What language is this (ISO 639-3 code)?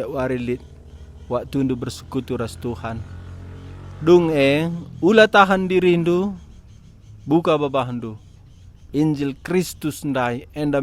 btx